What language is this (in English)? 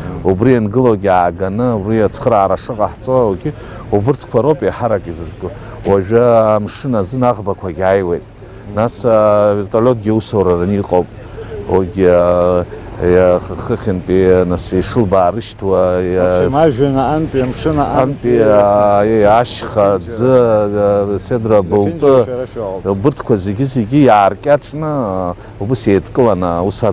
Abkhazian